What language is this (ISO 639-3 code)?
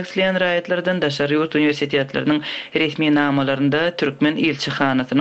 tuk